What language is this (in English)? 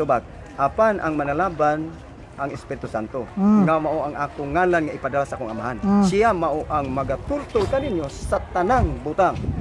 Cebuano